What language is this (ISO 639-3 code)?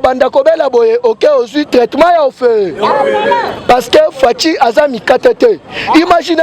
lin